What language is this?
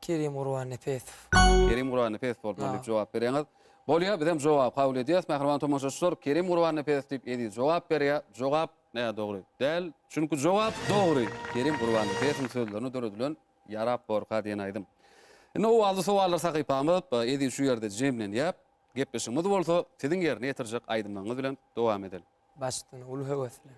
Turkmen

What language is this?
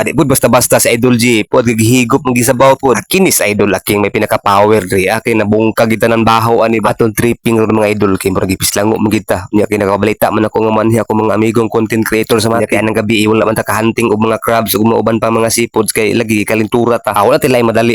Cebuano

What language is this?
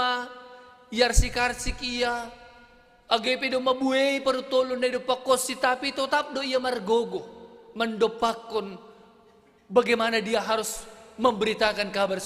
Batak Simalungun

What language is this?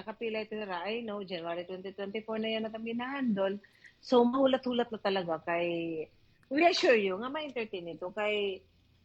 Waray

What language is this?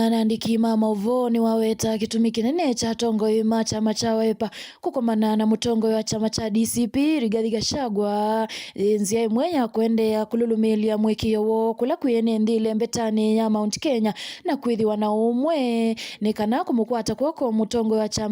Kamba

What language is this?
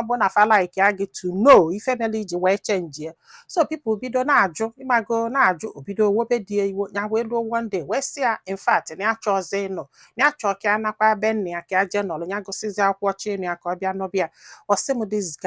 Igbo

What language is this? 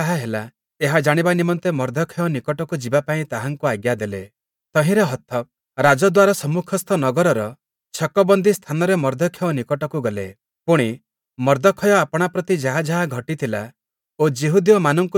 Odia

